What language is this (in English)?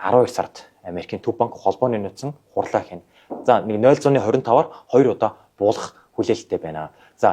Mongolian